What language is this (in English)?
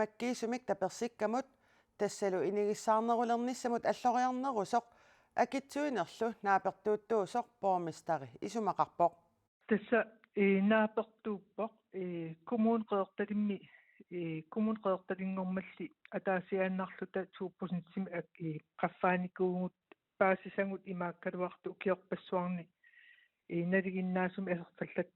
Kalaallisut